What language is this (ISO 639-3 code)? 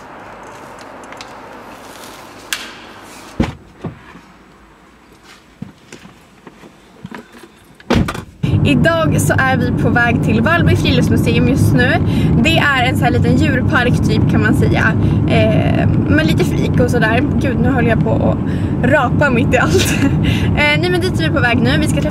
swe